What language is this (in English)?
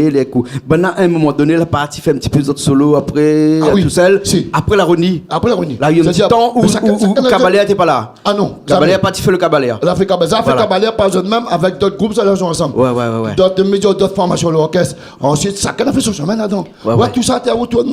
Réunion Creole French